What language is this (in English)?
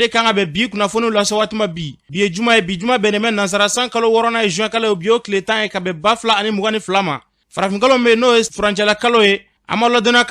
Bambara